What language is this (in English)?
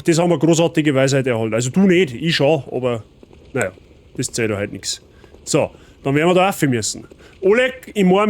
Bavarian